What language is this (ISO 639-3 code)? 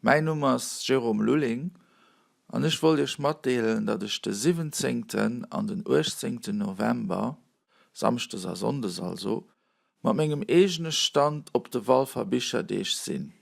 ltz